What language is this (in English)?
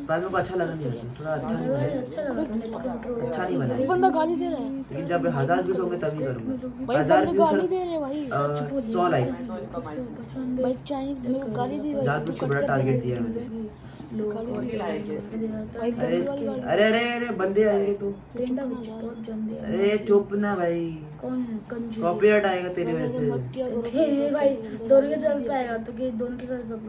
Hindi